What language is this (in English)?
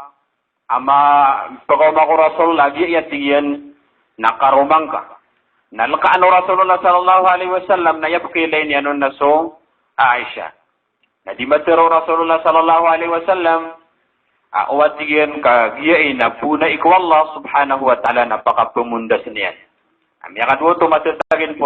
Maranao